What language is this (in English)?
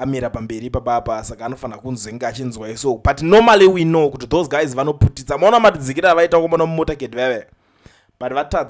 Shona